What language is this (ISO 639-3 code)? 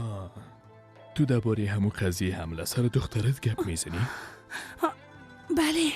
fas